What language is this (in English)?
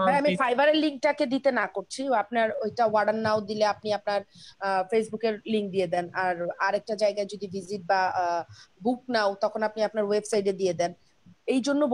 Bangla